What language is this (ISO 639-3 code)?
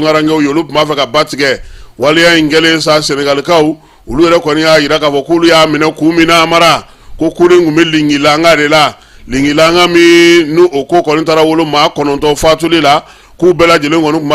bam